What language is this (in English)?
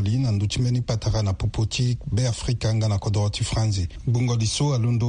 Sango